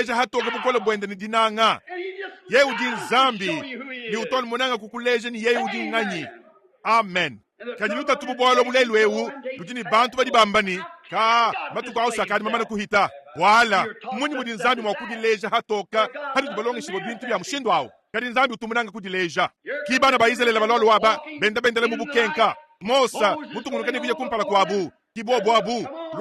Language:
Luba-Lulua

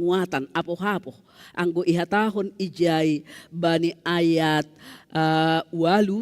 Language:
Batak Simalungun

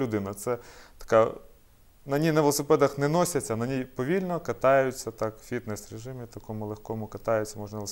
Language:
Ukrainian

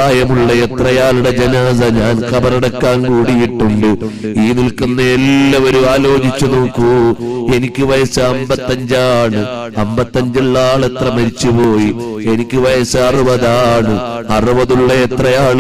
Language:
Malayalam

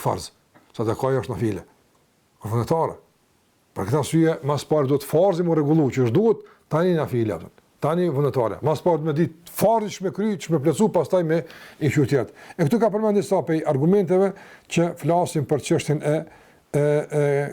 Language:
Albanian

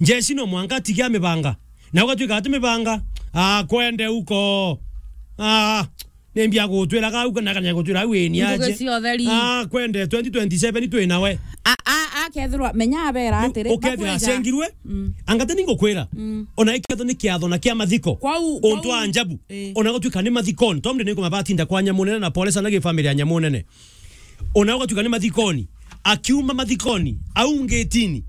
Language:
Meru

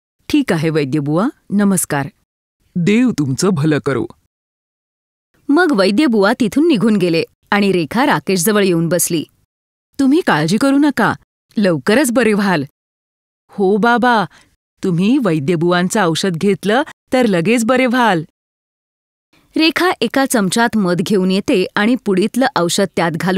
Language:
Marathi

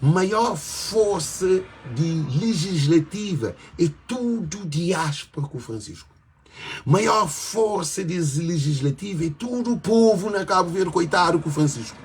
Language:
Kabuverdianu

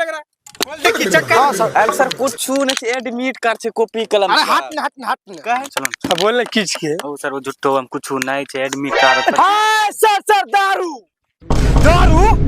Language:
Angika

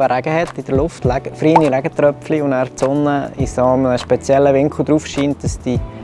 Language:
Swiss German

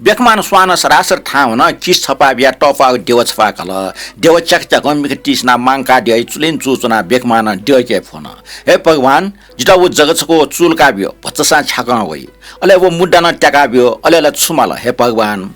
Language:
Newari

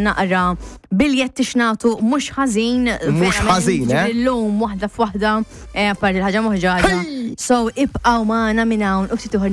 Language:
Maltese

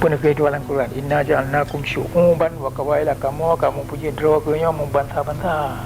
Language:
Achinese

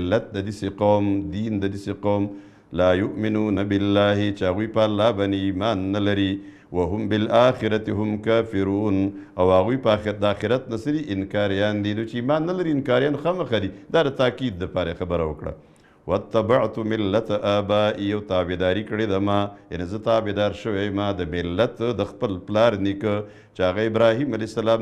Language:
Pashto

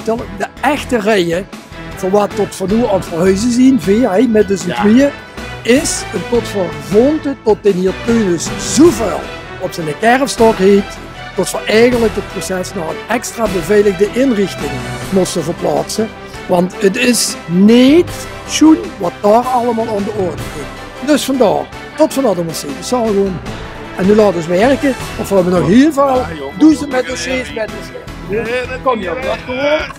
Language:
Limburgish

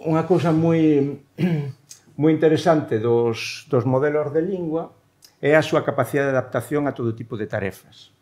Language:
Galician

